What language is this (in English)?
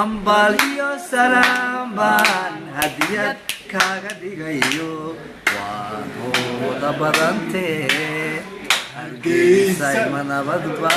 Somali